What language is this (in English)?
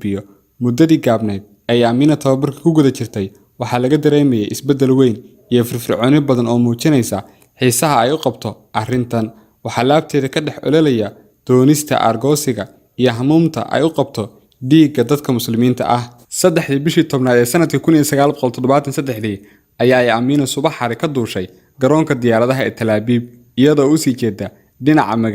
Somali